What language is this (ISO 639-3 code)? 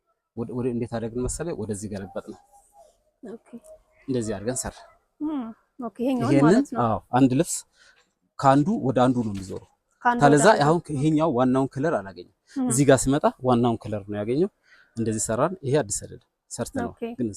amh